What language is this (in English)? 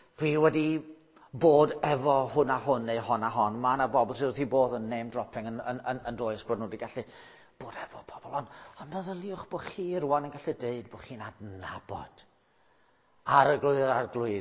Welsh